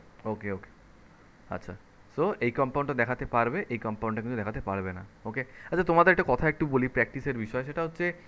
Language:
Bangla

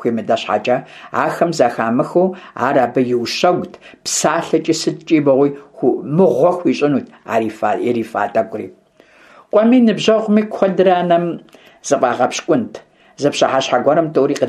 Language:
Kabardian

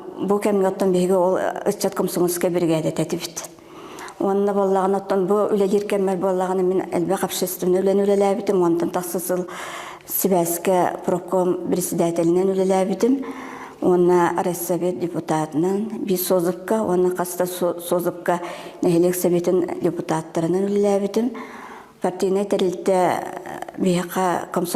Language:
Yakut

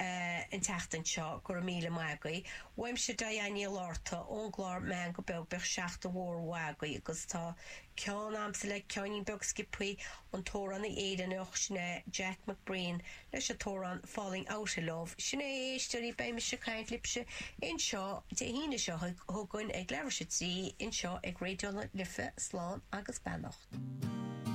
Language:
Irish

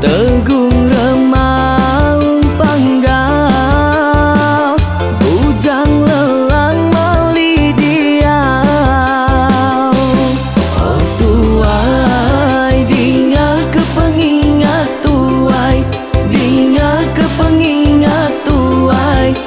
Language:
Iban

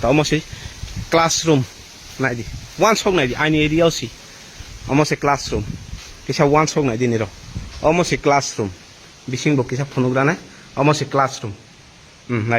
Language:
Kok Borok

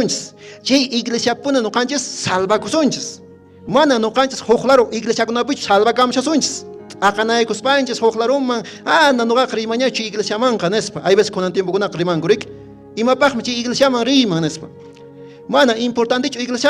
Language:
Quechua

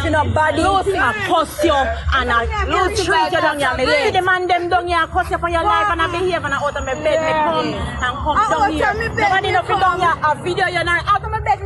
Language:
Jamaican Creole English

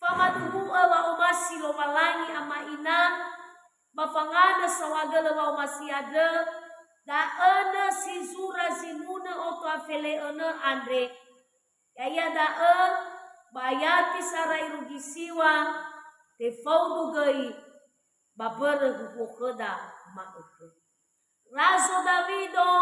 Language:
Nias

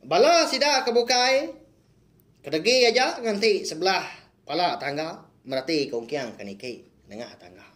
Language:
Iban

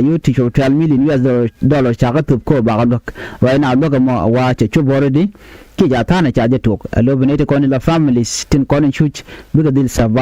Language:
Nuer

